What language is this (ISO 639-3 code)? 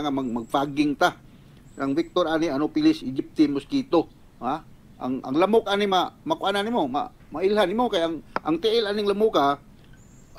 ceb